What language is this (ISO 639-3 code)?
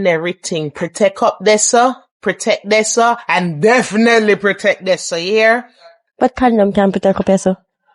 jam